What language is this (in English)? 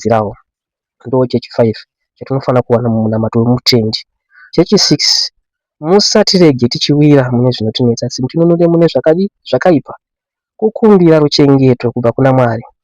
Shona